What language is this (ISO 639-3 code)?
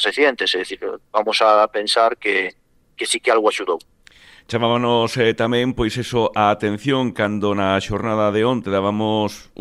glg